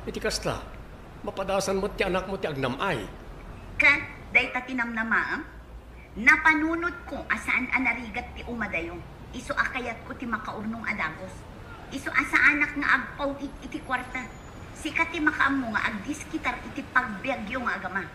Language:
Iloko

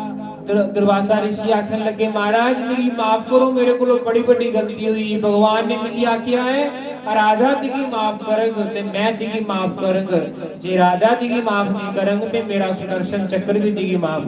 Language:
Dogri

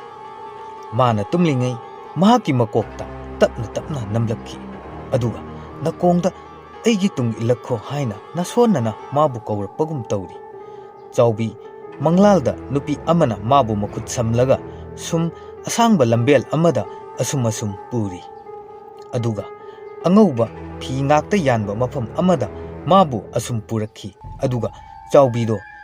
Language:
Manipuri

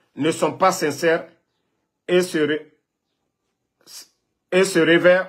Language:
French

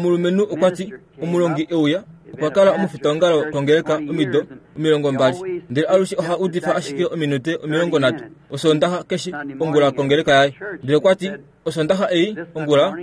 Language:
Kuanyama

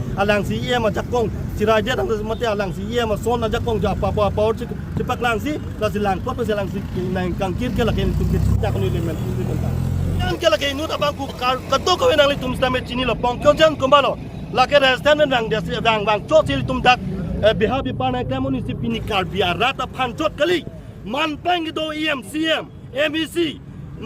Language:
Karbi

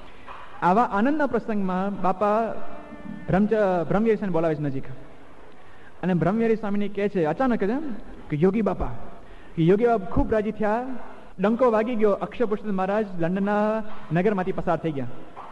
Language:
Gujarati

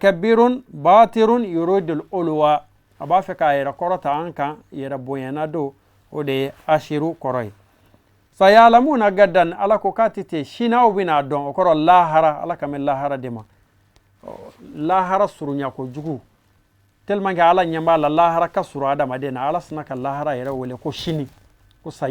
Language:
Bambara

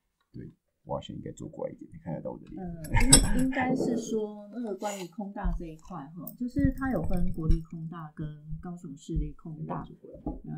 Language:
Chinese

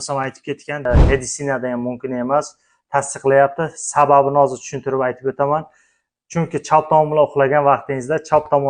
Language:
Uzbek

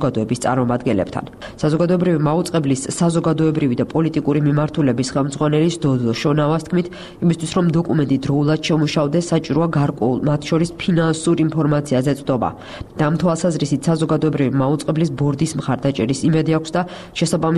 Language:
Georgian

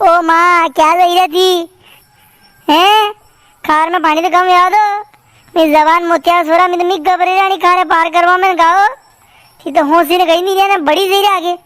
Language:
Rajasthani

